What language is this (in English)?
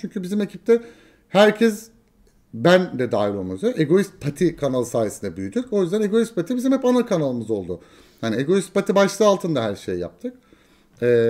Turkish